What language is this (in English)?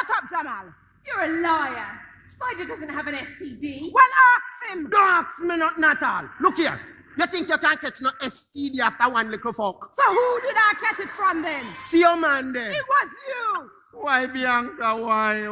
Jamaican Creole English